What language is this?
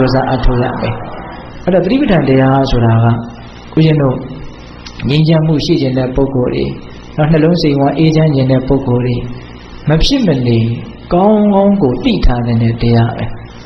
Burmese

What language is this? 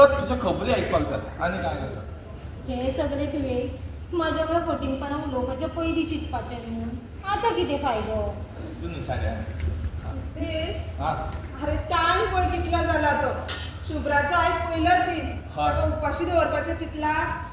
Konkani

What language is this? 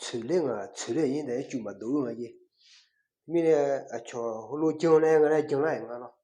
Akha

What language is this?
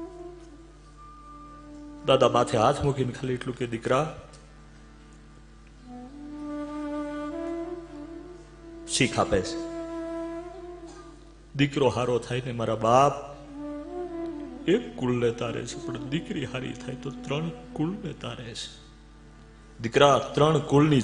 Gujarati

